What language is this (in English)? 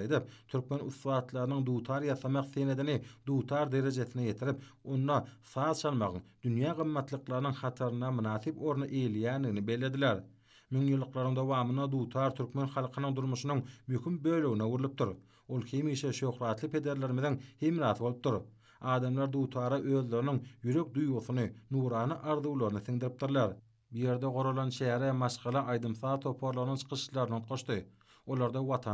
Turkmen